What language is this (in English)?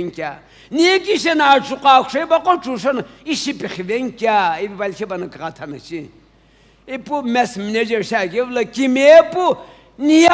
Sumi Naga